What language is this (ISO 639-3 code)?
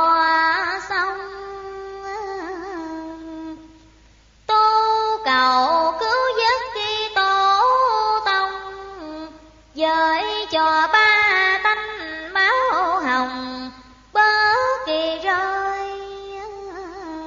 vie